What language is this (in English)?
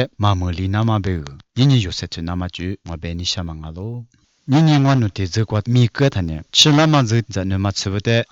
Lisu